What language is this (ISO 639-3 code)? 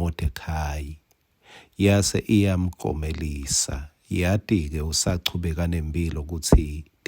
ssw